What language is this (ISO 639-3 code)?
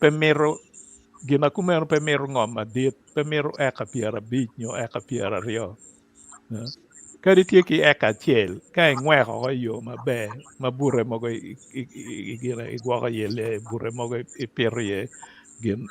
ach